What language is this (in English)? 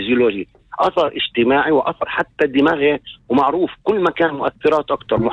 North Levantine Arabic